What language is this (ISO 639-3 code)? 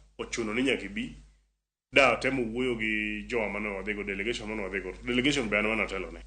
luo